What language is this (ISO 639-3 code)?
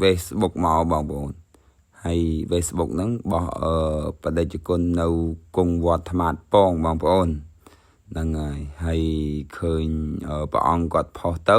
khm